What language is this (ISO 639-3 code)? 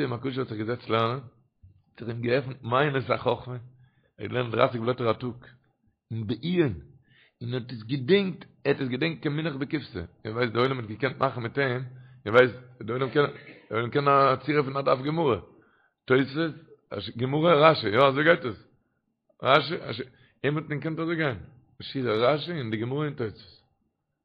yid